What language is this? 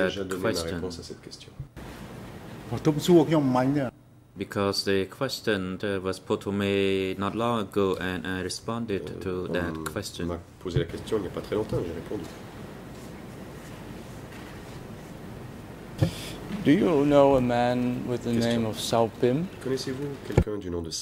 French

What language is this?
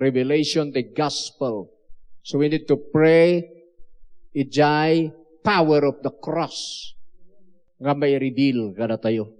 Iloko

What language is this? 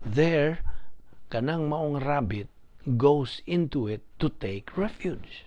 Cebuano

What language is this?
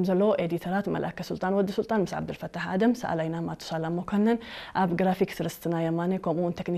Tigrinya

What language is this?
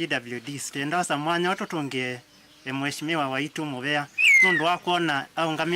Kamba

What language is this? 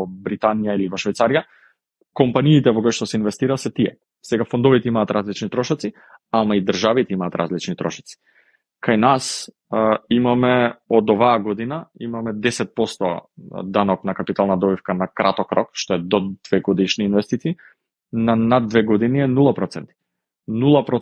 Macedonian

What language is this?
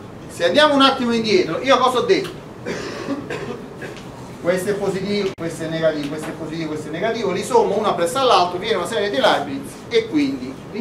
Italian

